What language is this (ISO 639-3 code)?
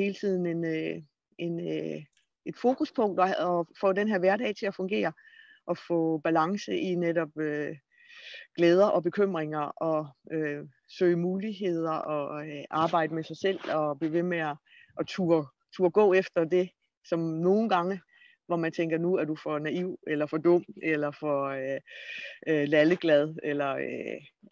dan